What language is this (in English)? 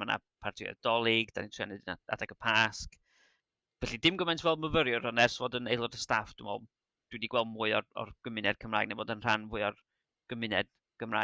Welsh